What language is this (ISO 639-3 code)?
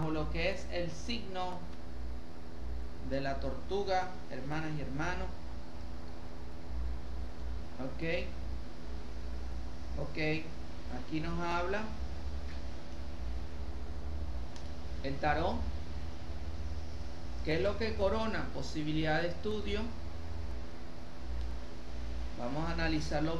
spa